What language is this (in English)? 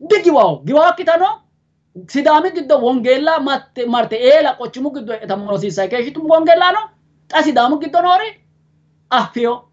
Sidamo